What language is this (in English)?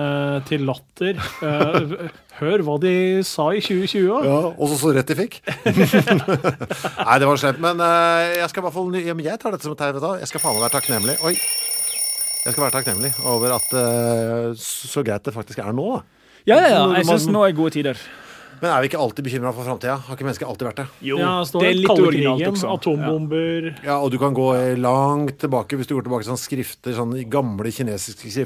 Norwegian